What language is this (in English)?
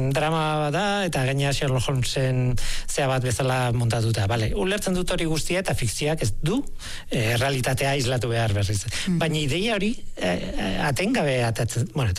Basque